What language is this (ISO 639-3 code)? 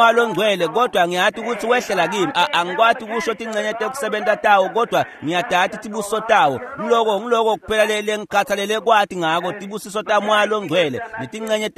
ssw